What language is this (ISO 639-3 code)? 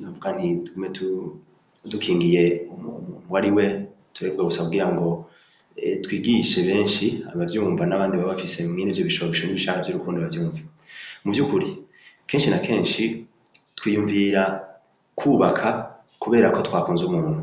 run